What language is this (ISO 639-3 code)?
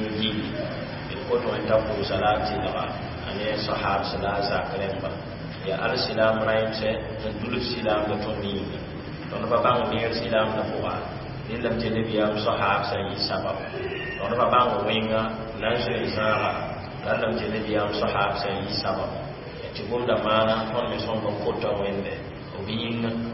mos